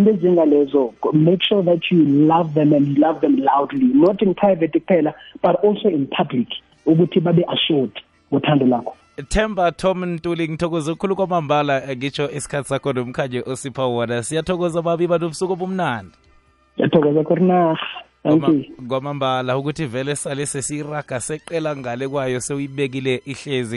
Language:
South Ndebele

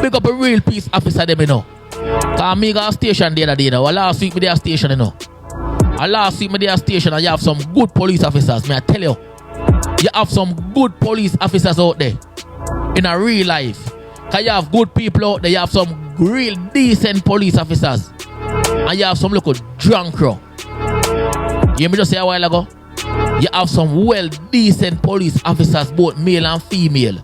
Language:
Jamaican Creole English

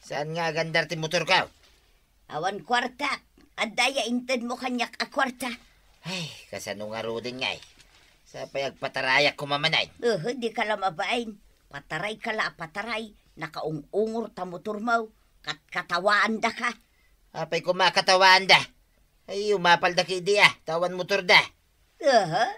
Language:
Iloko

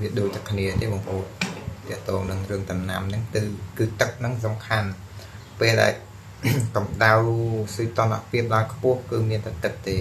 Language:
Khmer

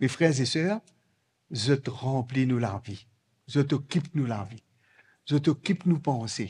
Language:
Morisyen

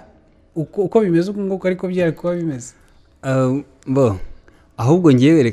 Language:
Kinyarwanda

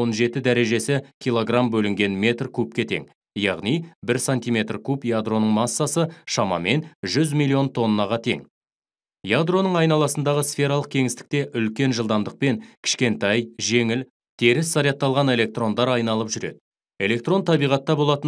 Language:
Kazakh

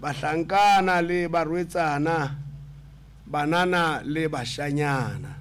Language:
Southern Sotho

